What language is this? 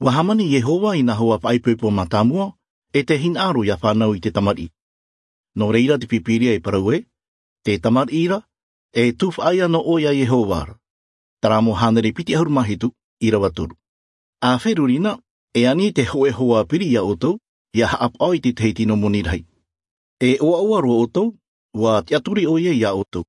Albanian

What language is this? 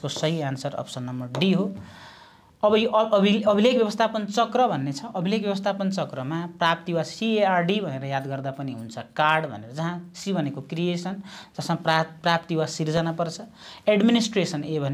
Nepali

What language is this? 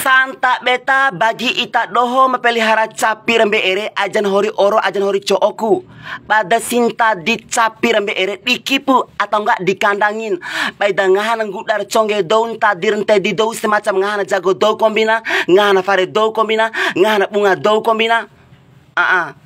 Bima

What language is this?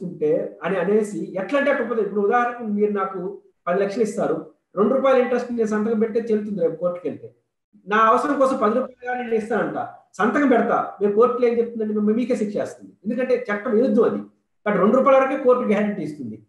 Telugu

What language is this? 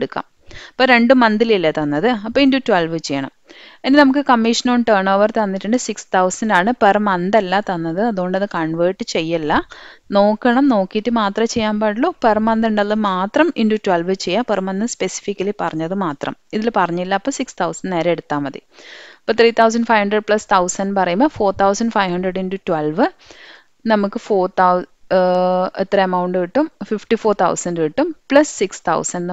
Malayalam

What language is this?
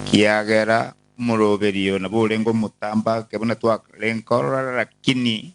Gusii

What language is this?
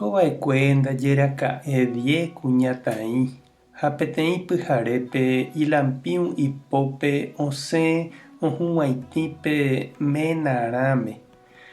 Guarani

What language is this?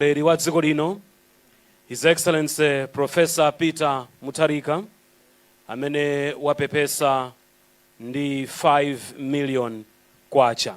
Nyanja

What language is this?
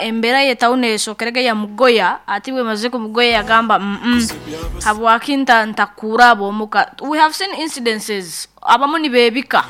Nyoro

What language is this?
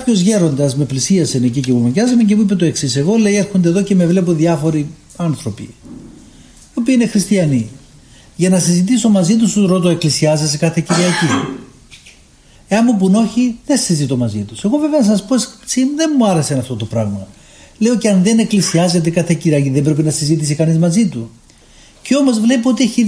Greek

